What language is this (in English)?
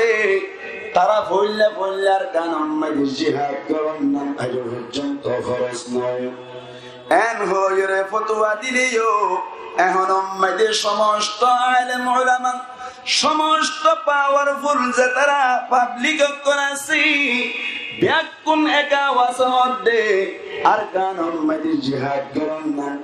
Rohingya